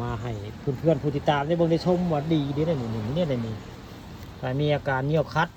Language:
Northeastern Thai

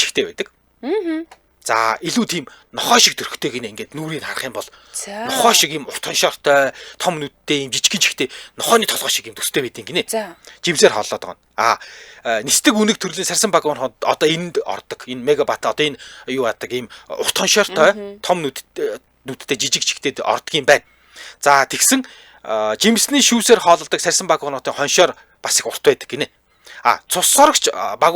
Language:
Mongolian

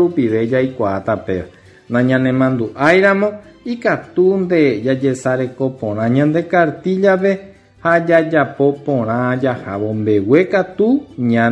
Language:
Guarani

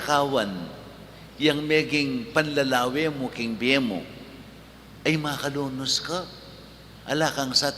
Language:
Pampanga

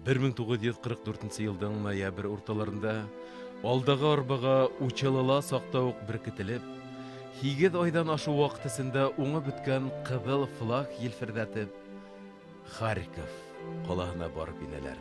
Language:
Bashkir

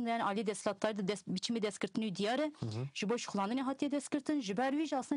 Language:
Kurdish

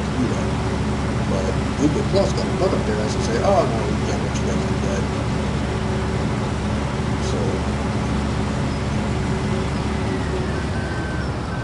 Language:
English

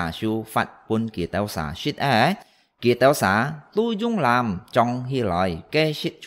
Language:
Hakka Chinese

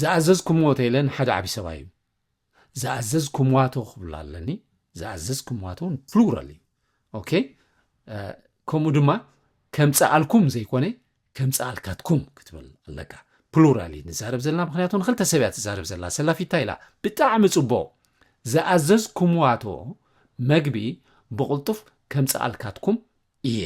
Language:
Tigrinya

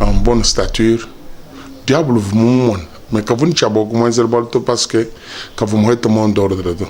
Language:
Luba-Lulua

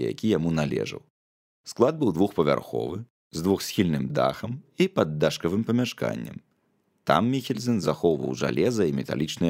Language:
Belarusian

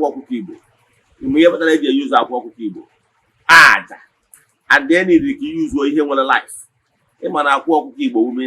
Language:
Igbo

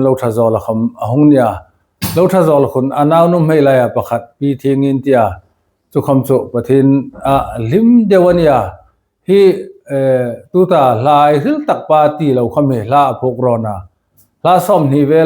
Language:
Hmar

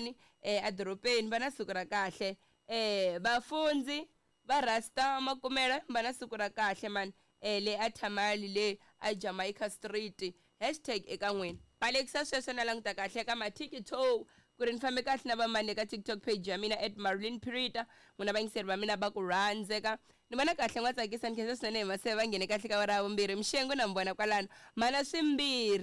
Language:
Tsonga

